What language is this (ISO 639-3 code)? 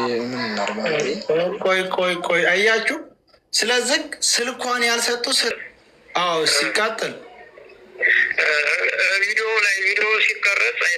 amh